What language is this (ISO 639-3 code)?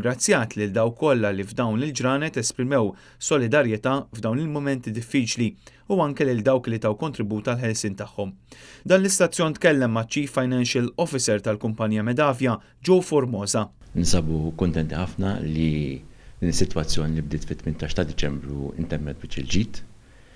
mlt